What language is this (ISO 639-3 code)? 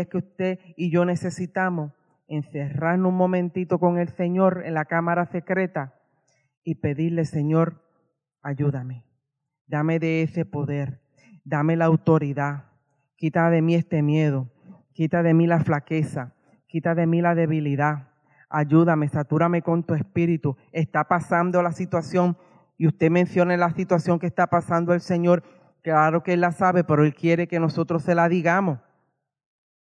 spa